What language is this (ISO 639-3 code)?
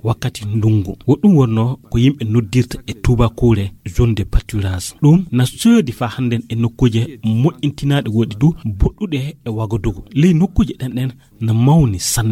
ful